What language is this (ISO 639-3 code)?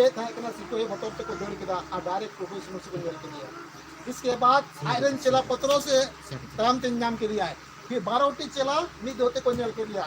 sat